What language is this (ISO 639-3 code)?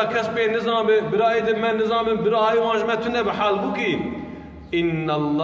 kur